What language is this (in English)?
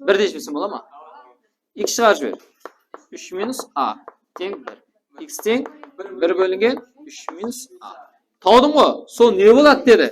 Kara-Kalpak